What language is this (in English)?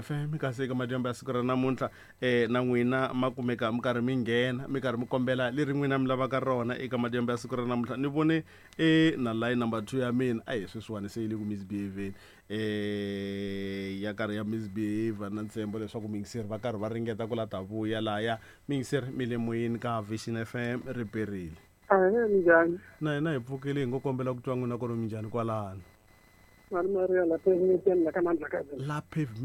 Tsonga